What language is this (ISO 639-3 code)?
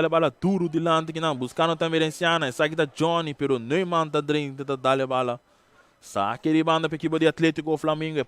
pap